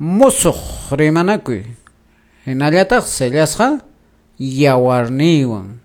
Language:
Quechua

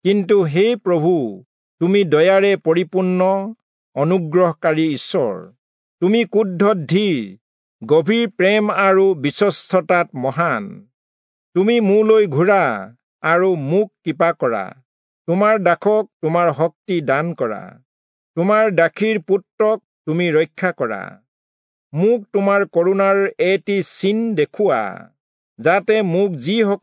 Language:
Assamese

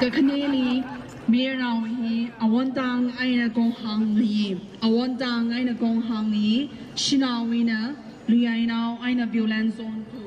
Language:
Tangkhul Naga (India)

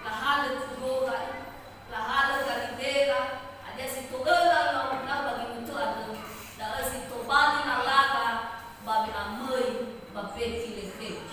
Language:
Nias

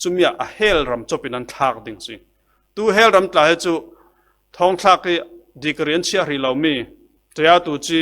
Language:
Falam Chin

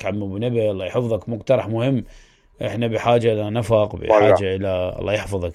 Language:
Mesopotamian Arabic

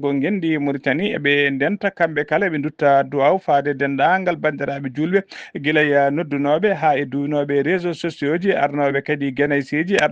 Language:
Fula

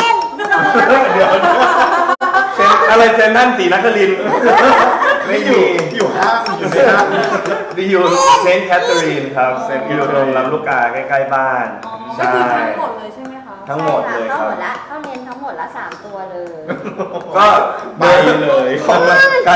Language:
Thai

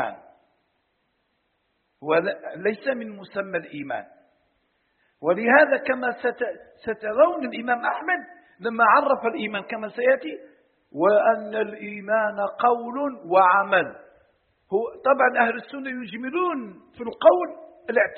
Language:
Arabic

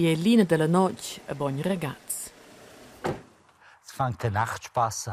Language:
Romansh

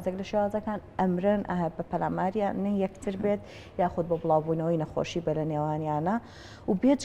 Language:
Central Kurdish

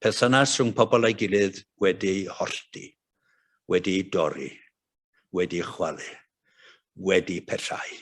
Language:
Welsh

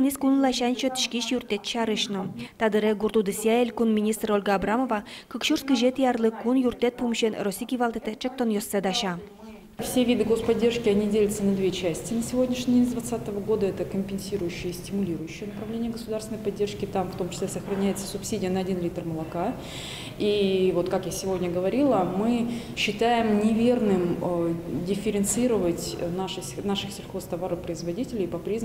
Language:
Udmurt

